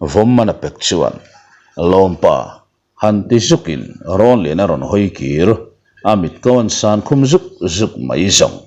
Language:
Mizo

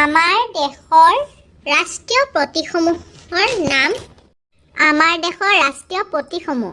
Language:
Assamese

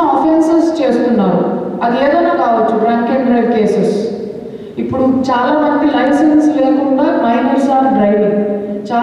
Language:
Telugu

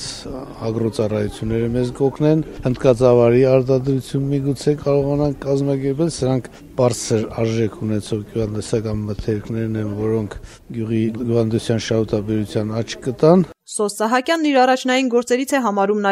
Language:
Armenian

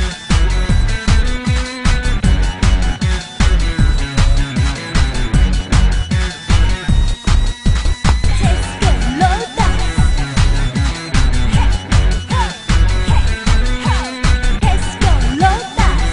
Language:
Thai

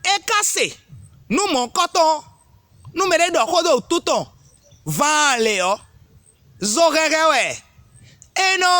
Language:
Fon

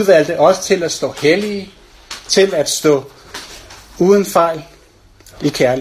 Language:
Danish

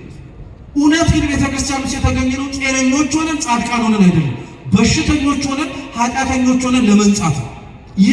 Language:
Amharic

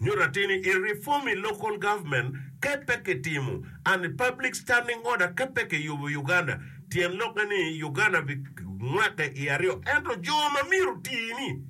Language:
Acoli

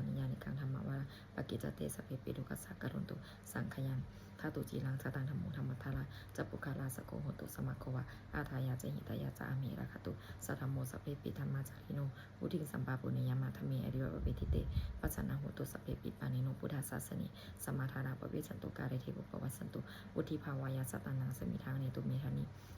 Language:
Pali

